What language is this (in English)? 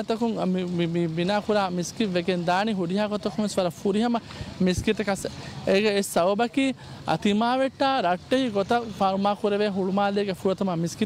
Divehi